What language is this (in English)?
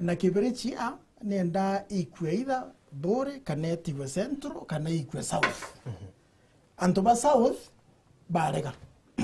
Meru